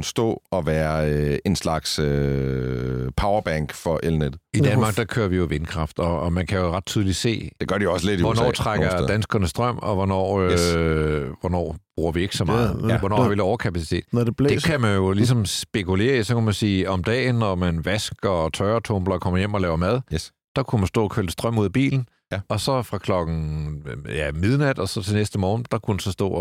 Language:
Danish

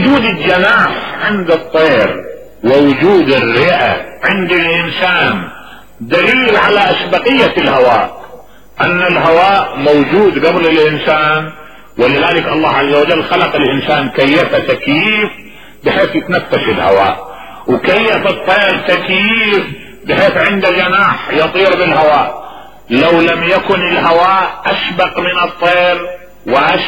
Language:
Mesopotamian Arabic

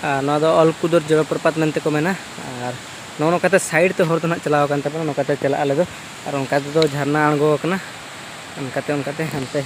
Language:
Santali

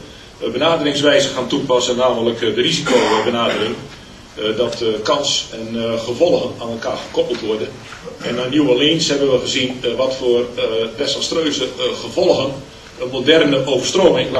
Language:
Dutch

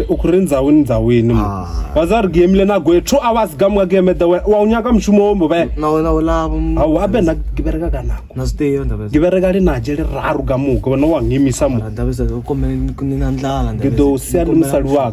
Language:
Tsonga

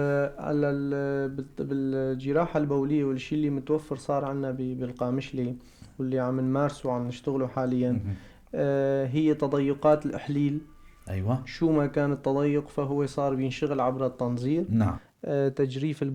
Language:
North Levantine Arabic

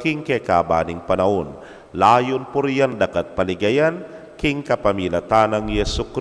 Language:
Pampanga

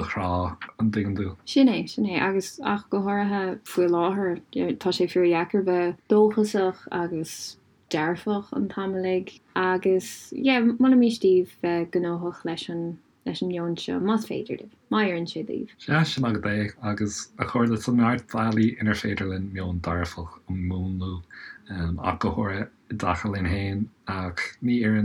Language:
Irish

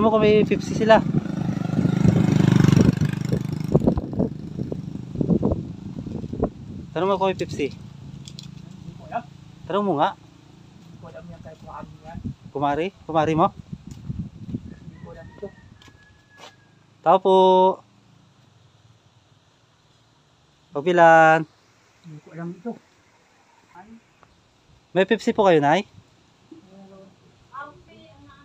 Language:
Filipino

